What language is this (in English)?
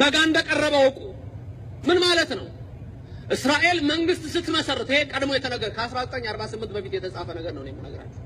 Amharic